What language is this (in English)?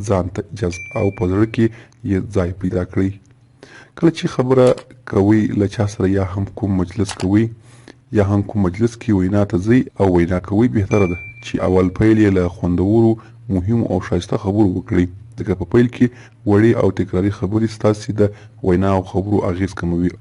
Pashto